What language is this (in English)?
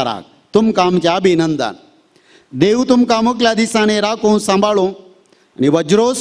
Konkani